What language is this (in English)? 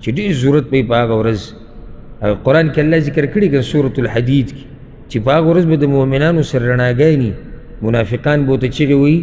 Pashto